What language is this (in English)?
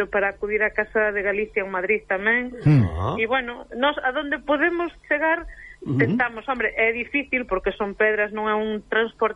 Galician